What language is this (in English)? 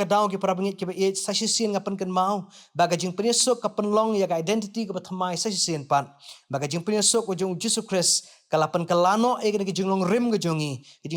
Khasi